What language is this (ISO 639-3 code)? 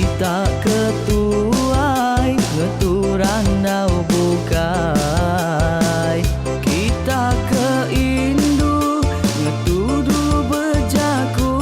iba